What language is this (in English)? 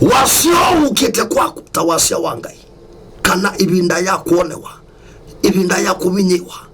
Kamba